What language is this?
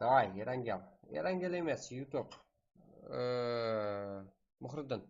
Kara-Kalpak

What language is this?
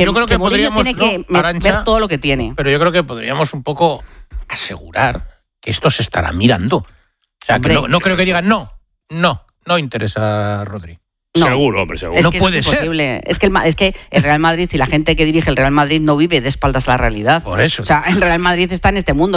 Spanish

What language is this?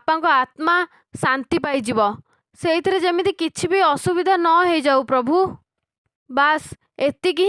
Odia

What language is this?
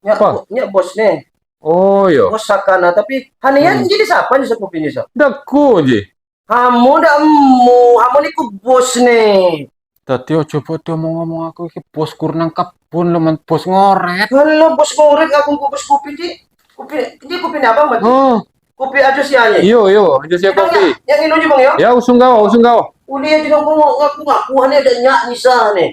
Lampung Api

